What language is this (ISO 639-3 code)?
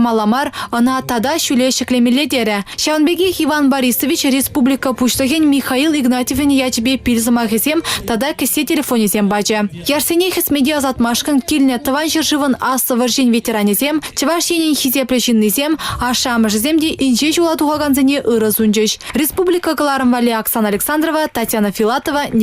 chv